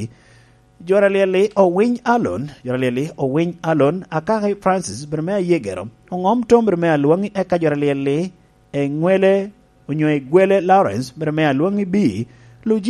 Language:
Lango (Uganda)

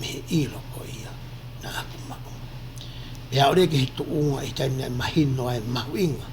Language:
Tongan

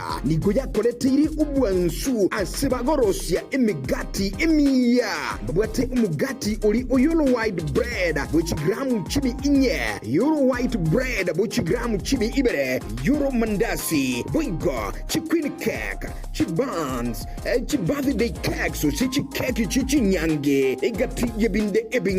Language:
Gusii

